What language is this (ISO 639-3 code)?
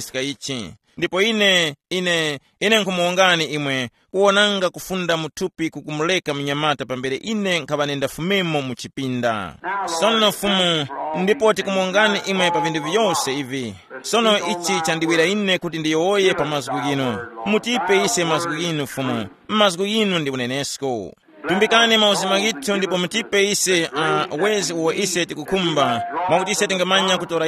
tum